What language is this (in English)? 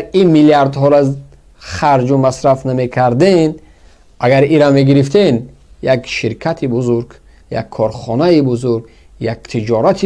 Tajik